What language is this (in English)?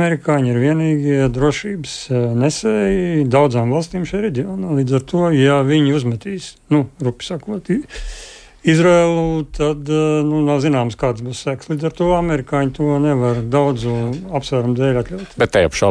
Latvian